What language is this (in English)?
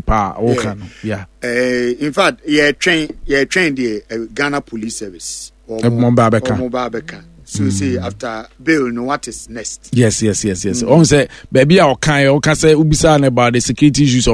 Akan